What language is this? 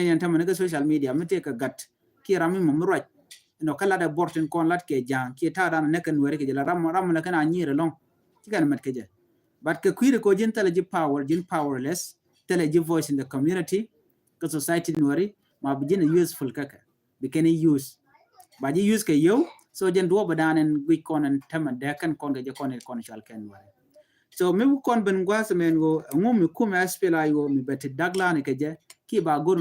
Nuer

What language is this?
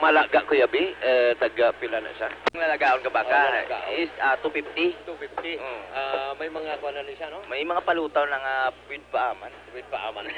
Hiligaynon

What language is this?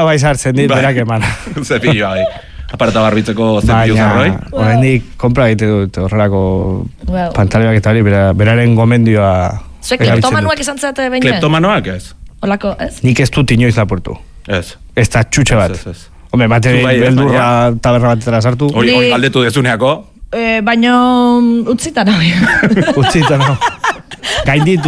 Basque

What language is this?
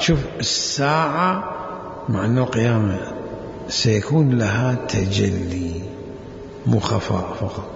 Mesopotamian Arabic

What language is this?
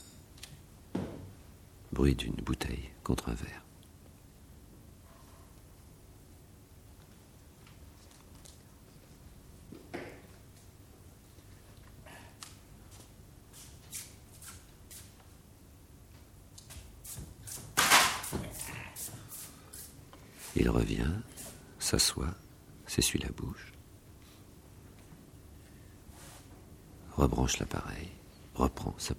French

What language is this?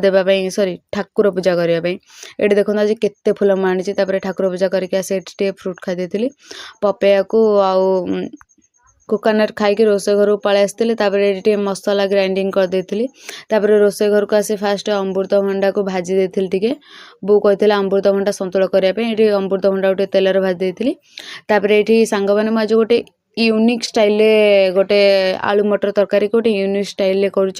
Odia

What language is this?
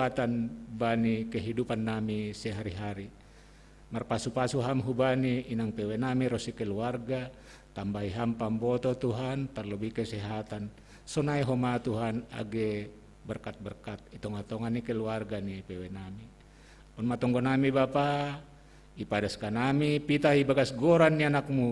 Batak Simalungun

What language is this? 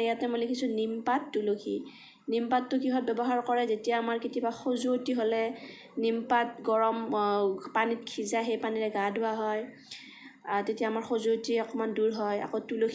Assamese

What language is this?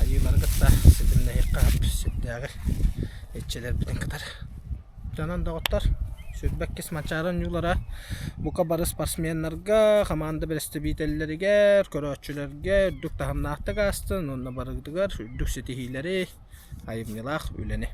Yakut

